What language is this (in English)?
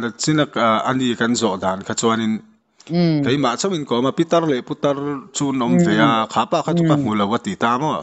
Mizo